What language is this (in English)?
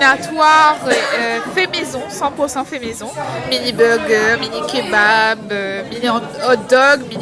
Réunion Creole French